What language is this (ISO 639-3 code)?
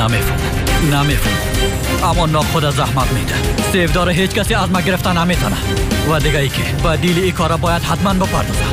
fas